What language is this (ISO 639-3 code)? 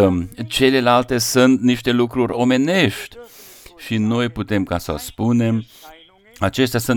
ron